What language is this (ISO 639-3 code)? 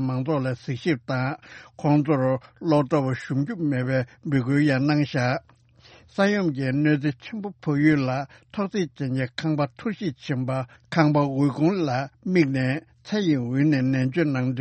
bod